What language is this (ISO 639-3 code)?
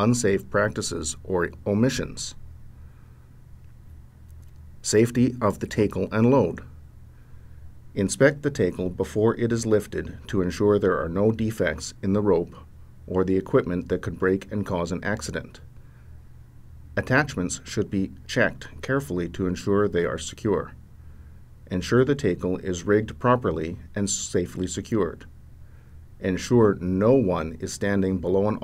eng